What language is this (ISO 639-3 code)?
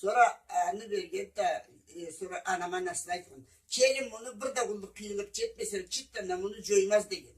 krc